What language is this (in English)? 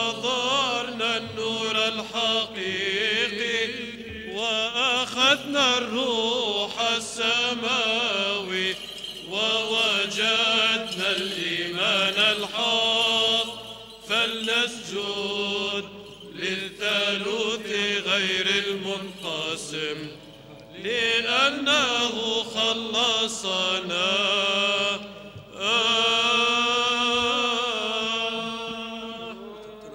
Arabic